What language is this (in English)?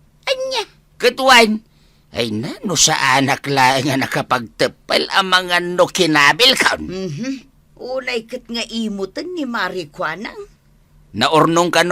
Iloko